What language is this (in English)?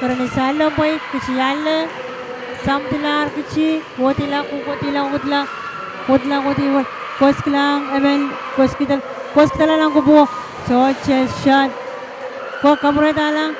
Pohnpeian